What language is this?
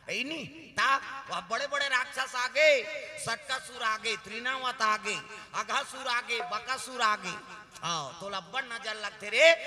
Chhattisgarhi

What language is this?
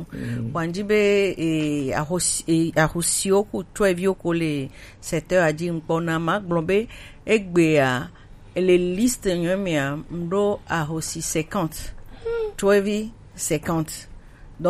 Gen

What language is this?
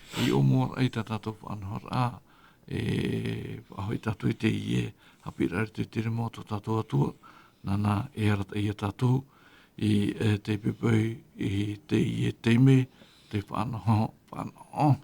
Tahitian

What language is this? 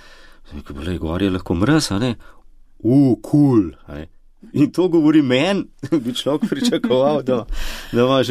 Slovenian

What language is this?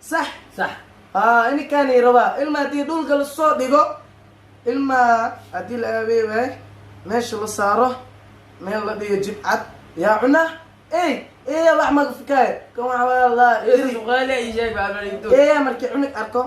Somali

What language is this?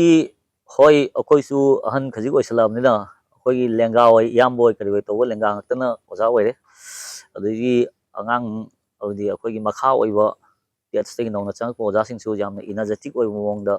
Manipuri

